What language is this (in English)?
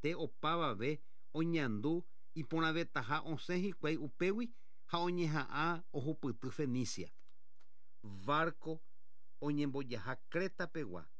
Guarani